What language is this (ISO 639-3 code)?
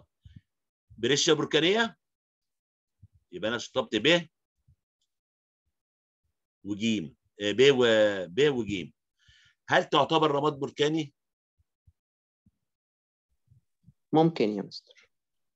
arz